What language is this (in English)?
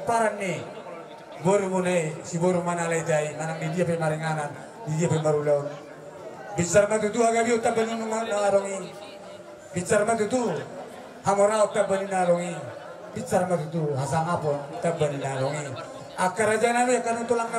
Batak Toba